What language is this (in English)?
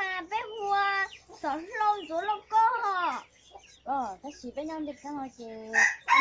Hmong